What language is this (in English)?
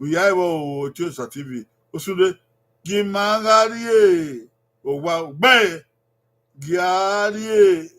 Bini